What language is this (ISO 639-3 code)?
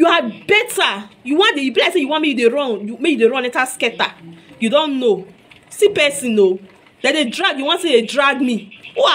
pcm